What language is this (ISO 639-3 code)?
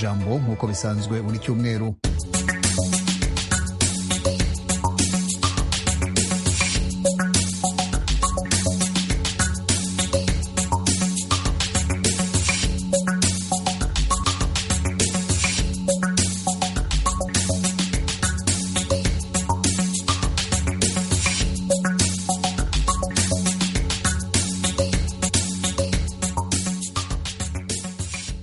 kin